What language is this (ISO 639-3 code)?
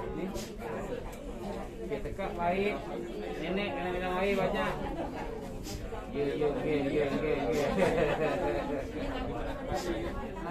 msa